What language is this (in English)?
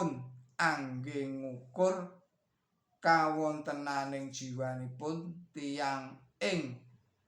Javanese